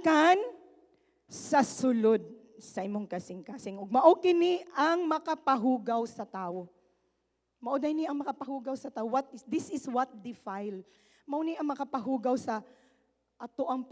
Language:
Cebuano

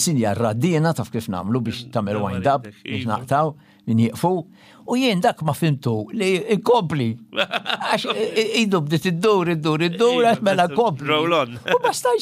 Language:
Maltese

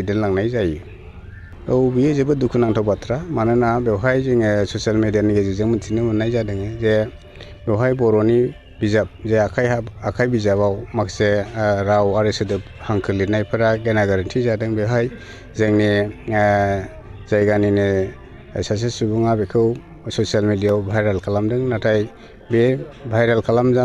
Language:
Bodo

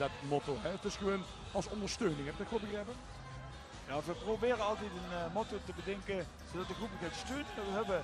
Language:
Limburgish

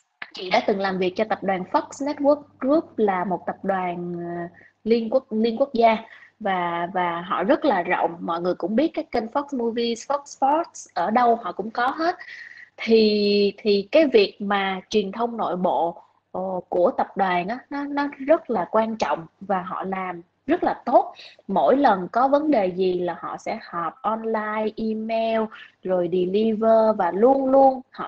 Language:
Vietnamese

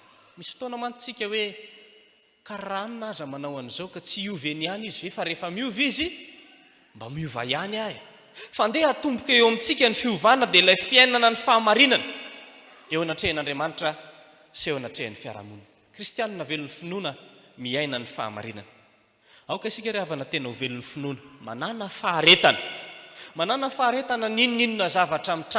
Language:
Malagasy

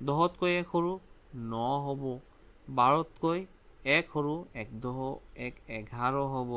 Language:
Assamese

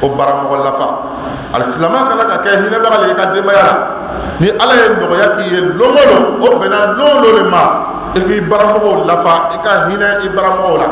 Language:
Bambara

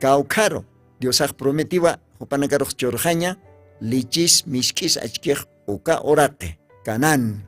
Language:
Aymara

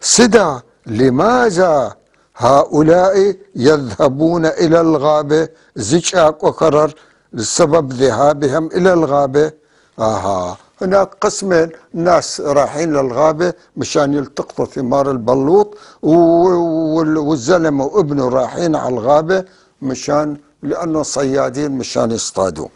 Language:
North Levantine Arabic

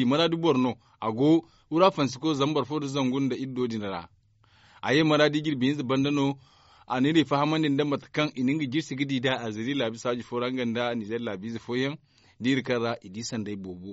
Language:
Zarma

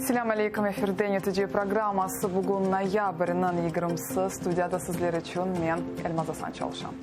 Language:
Crimean Tatar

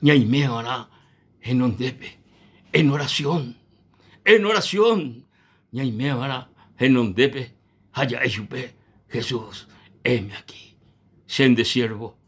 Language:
Guarani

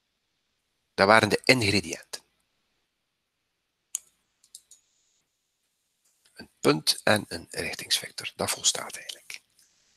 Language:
Dutch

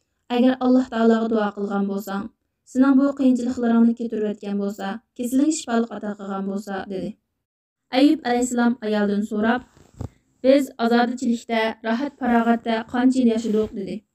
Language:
Uyghur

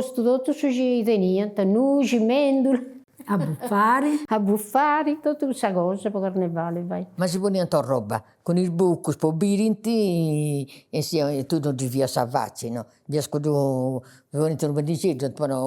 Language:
Sardinian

